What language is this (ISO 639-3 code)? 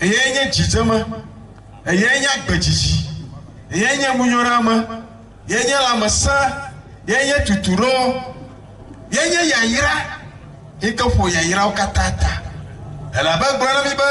ewe